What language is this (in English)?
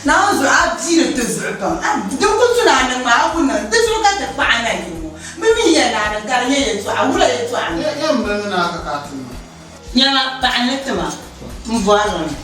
Dagbani